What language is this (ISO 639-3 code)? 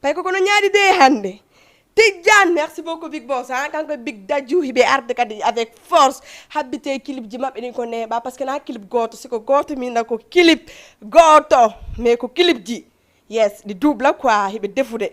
ful